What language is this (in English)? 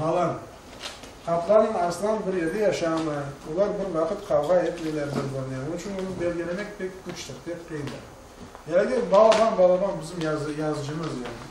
Crimean Tatar